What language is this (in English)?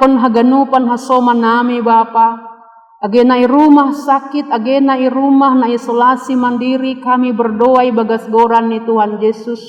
Batak Simalungun